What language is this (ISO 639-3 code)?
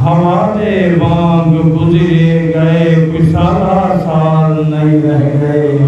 skr